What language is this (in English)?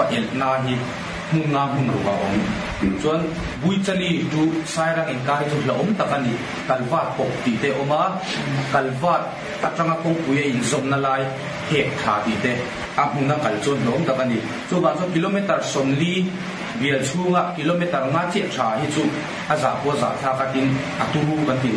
Mizo